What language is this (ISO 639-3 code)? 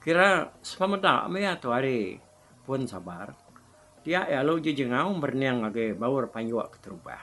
iba